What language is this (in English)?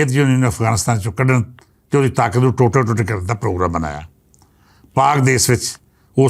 Western Panjabi